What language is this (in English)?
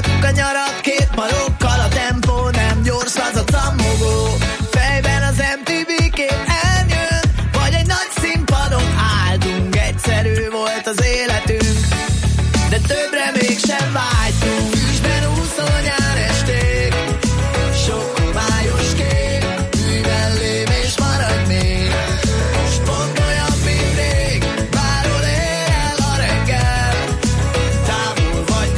Hungarian